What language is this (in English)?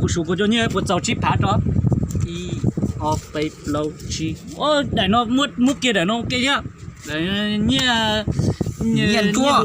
Hmong